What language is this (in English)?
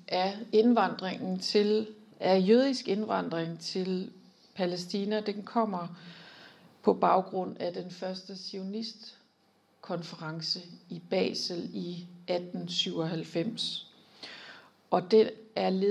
Danish